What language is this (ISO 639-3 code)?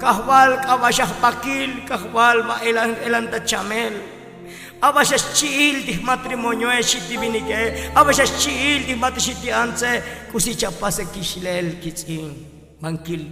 tzo